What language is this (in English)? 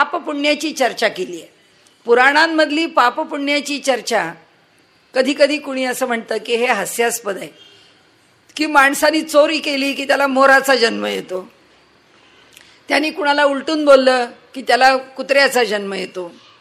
Marathi